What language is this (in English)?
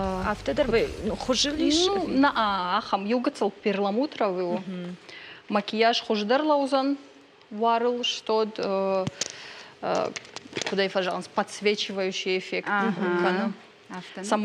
Ossetic